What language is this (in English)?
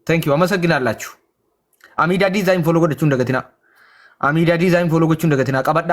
Oromo